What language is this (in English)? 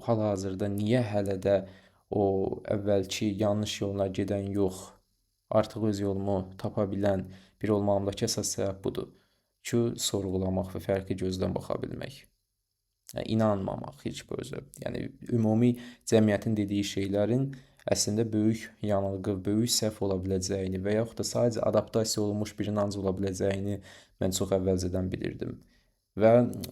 Azerbaijani